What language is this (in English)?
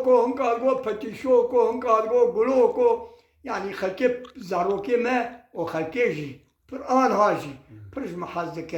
Kurdish